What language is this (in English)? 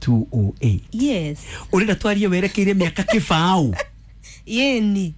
Kikuyu